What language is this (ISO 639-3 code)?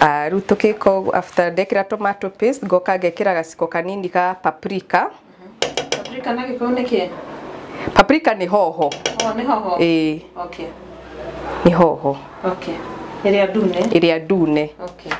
kik